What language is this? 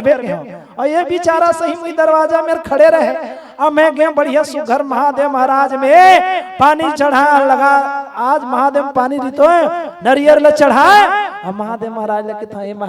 Chhattisgarhi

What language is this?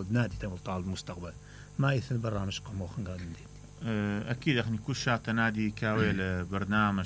Mesopotamian Arabic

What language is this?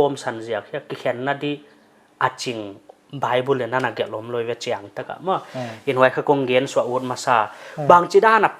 Paite Chin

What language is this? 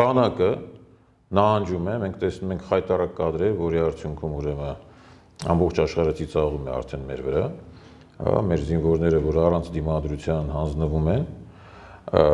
Armenian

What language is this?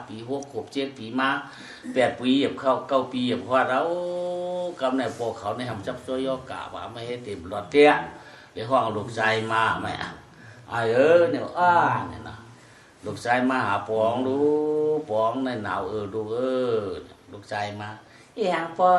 Shan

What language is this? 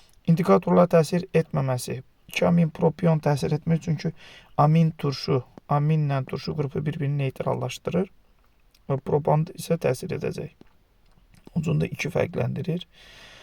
Azerbaijani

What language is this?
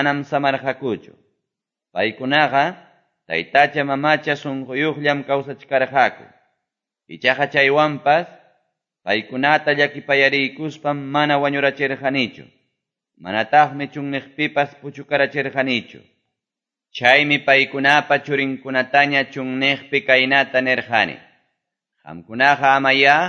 Quechua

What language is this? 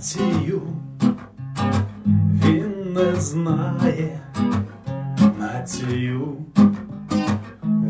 Ukrainian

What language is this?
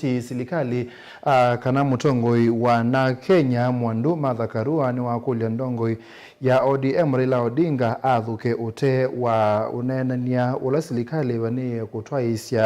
Kamba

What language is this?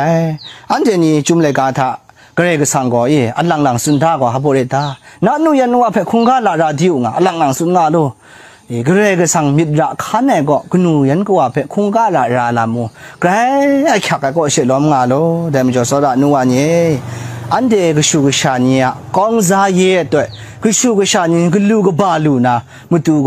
Kachin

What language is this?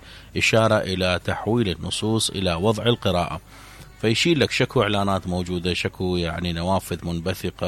Mesopotamian Arabic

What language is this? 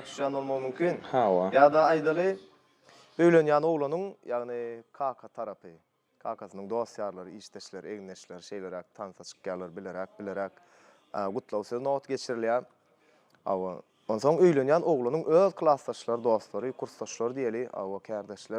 Turkmen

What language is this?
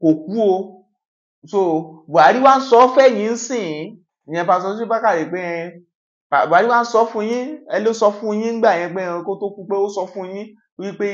Yoruba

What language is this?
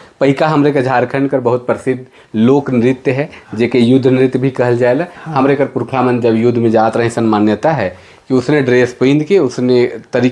Sadri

